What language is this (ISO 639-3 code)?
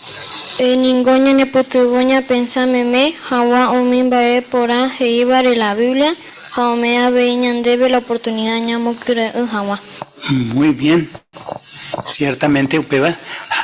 grn